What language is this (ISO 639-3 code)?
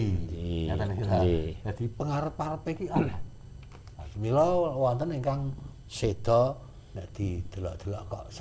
jav